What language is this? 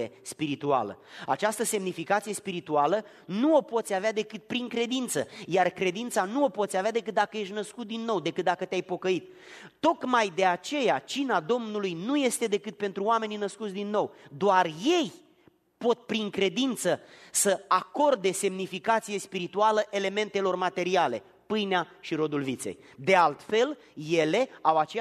Romanian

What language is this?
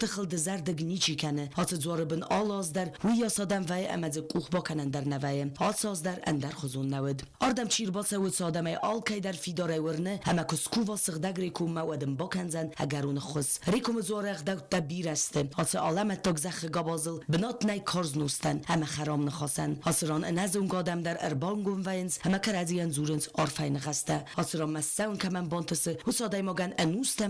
Ossetic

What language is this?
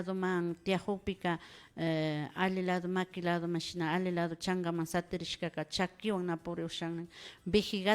Imbabura Highland Quichua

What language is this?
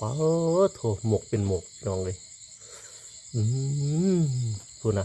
Lao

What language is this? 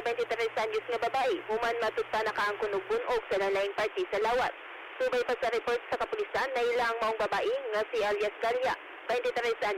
Cebuano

